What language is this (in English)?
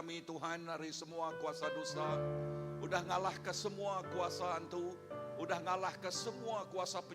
Iban